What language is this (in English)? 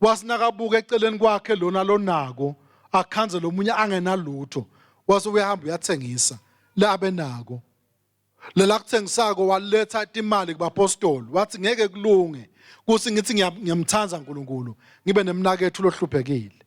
Swati